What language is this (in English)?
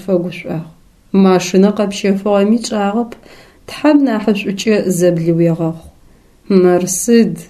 Adyghe